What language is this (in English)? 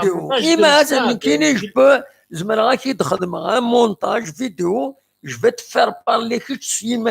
Kabyle